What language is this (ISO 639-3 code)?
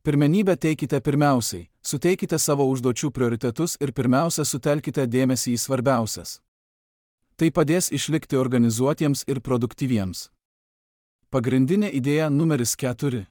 lit